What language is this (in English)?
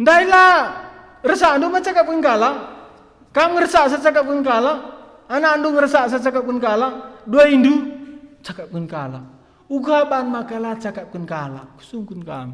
Batak Karo